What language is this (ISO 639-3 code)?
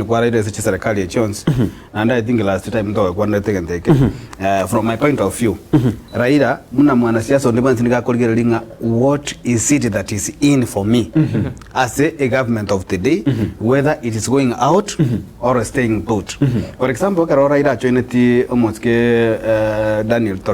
guz